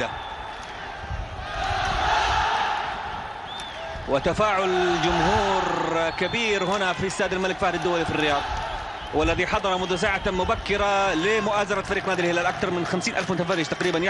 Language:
Arabic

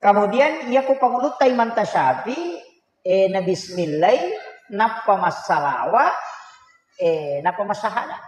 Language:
Buginese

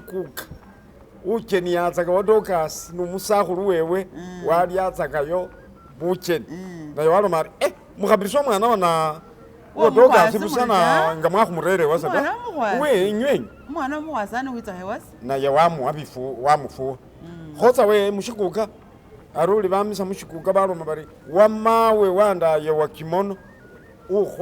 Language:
Masaaba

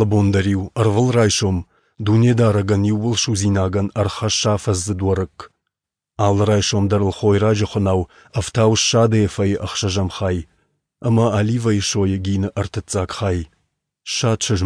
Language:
Ossetic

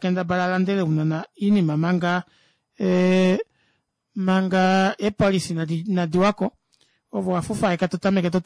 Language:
Kuanyama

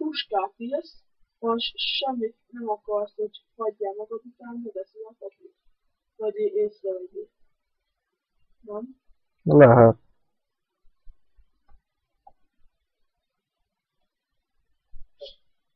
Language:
Hungarian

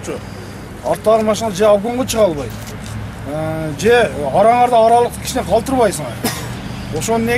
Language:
Kyrgyz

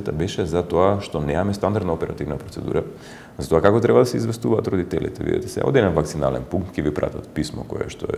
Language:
Macedonian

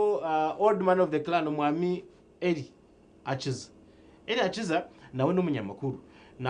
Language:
Nyankole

